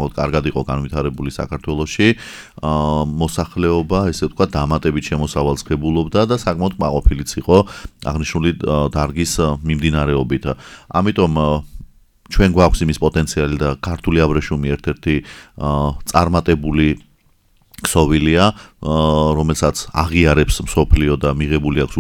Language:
Georgian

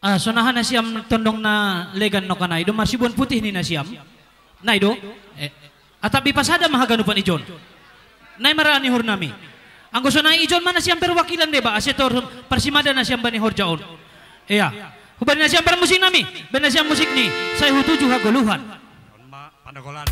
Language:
Batak Simalungun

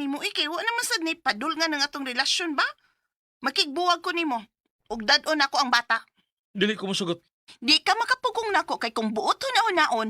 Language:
Cebuano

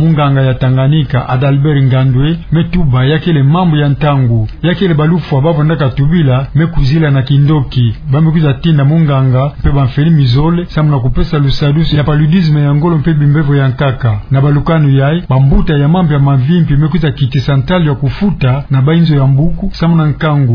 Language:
Kituba (Democratic Republic of Congo)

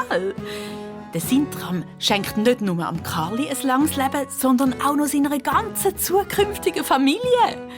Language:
Swiss German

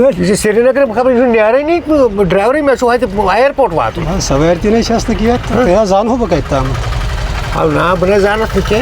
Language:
Kashmiri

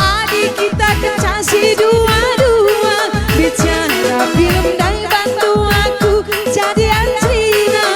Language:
Batak Karo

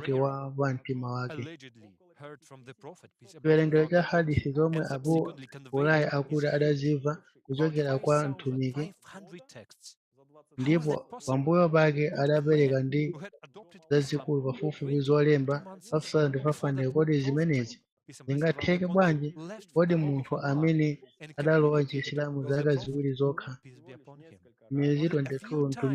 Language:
Nyanja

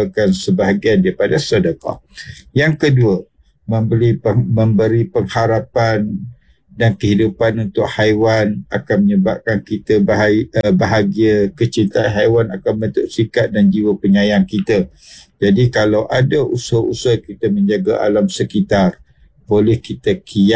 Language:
Malay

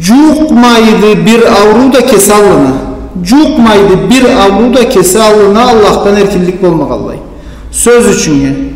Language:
Karachay-Balkar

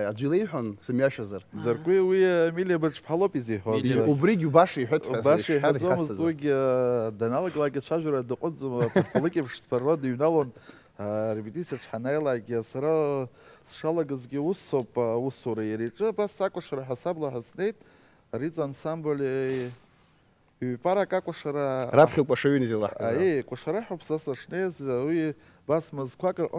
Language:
Abkhazian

